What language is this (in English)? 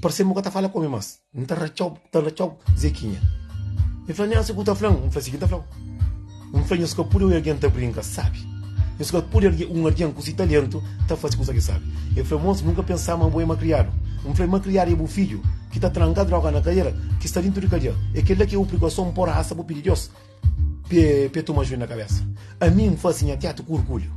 Kabuverdianu